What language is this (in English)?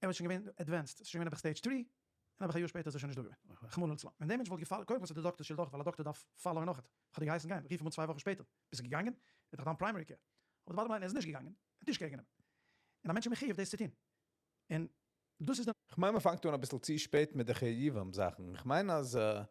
Yiddish